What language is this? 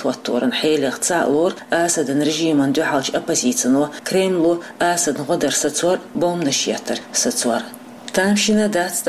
Chechen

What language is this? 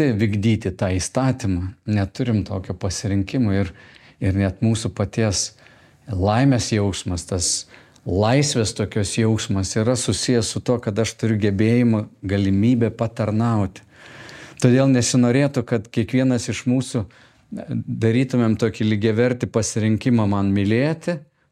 Lithuanian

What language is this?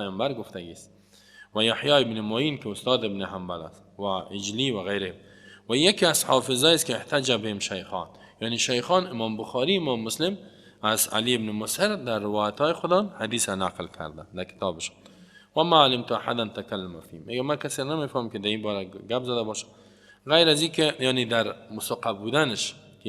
Persian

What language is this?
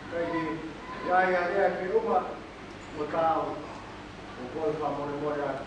Tongan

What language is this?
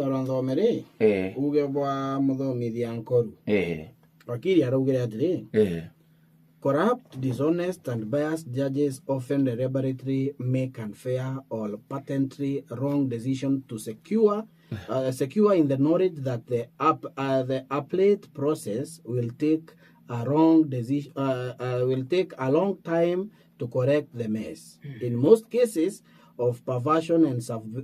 Meru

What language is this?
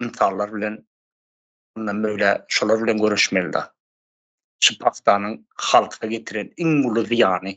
Turkmen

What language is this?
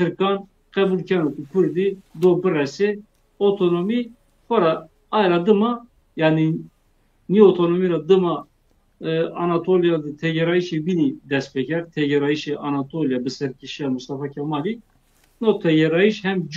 Zaza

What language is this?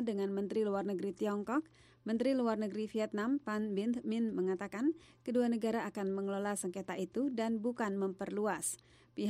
Indonesian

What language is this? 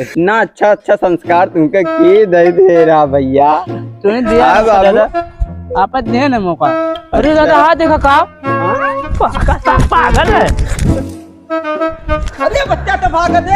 Awadhi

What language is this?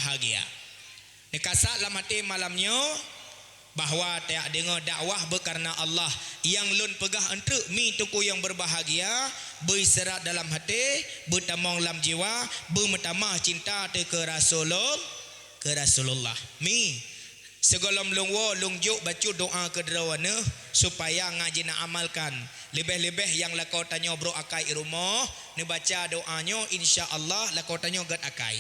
Achinese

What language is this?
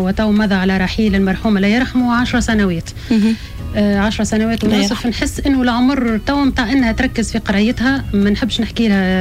Tunisian Arabic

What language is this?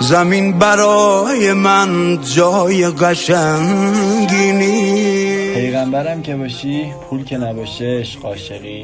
Tajik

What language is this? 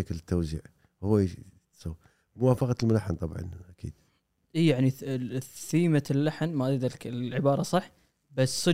Gulf Arabic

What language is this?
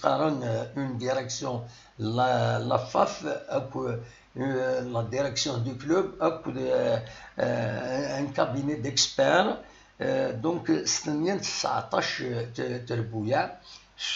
Kabyle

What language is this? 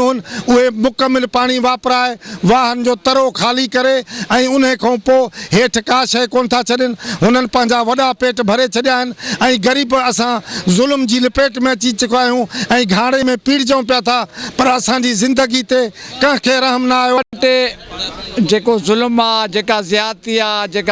Sindhi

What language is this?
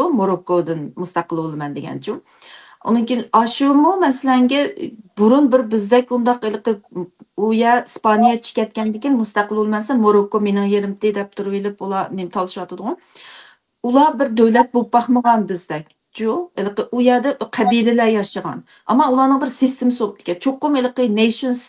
Uyghur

